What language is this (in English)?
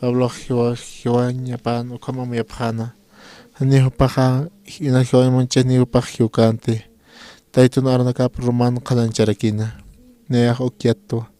Aymara